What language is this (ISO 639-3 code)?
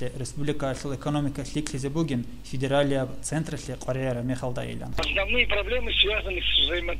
ava